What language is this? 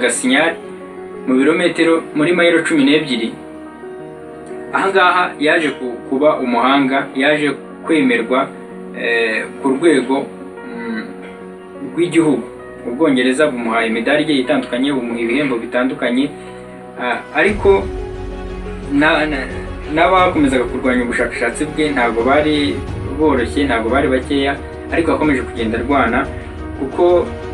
Kinyarwanda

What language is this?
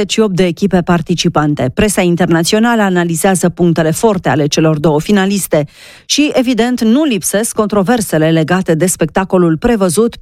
Romanian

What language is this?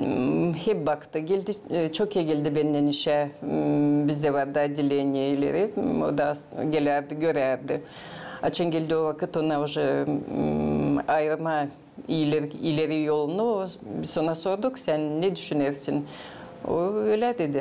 Gagauz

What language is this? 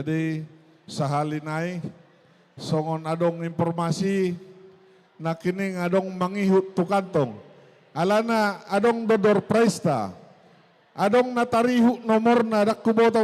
Batak Toba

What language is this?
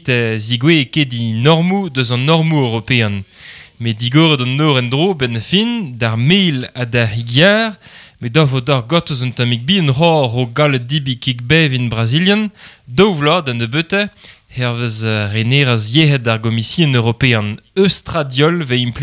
Breton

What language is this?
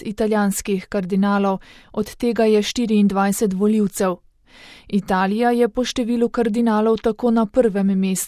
Slovenian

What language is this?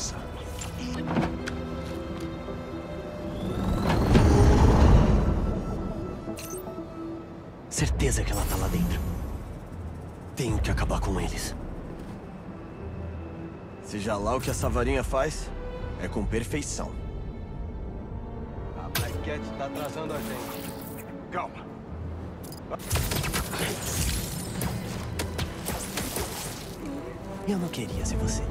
Portuguese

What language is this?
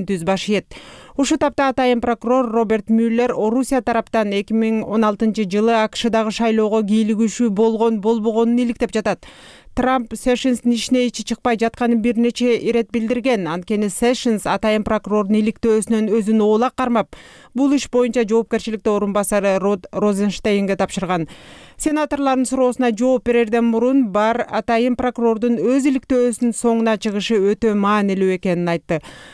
Kyrgyz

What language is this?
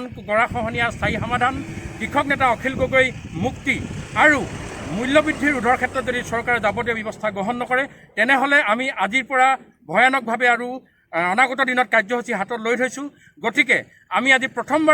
Assamese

